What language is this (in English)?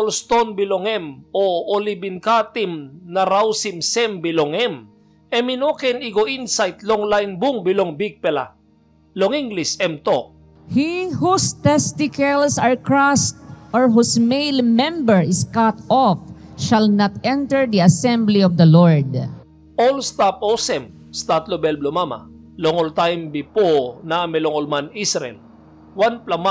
Tok Pisin